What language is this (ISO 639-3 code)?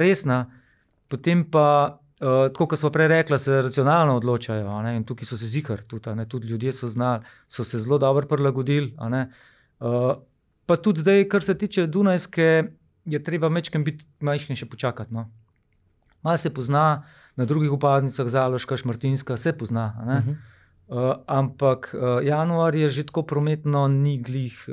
slv